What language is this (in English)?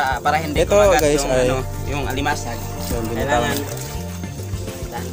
Filipino